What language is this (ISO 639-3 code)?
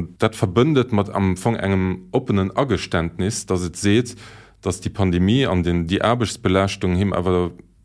ltz